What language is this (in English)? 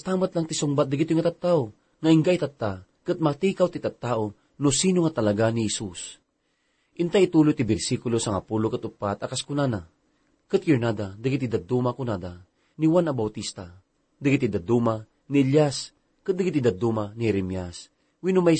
Iloko